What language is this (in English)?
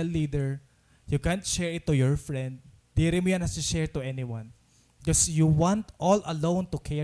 Waray